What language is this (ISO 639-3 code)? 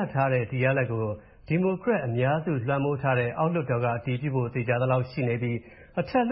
mya